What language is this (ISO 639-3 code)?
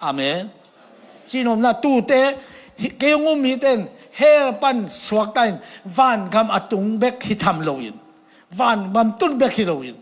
ctd